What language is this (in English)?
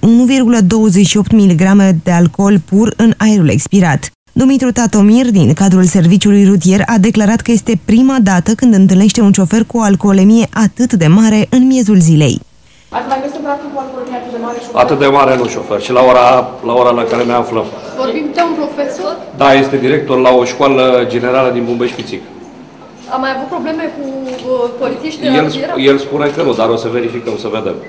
Romanian